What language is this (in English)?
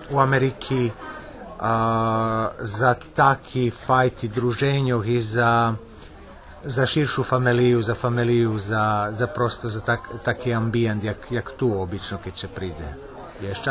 Rusyn